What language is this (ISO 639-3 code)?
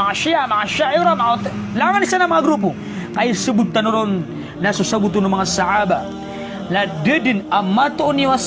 mrw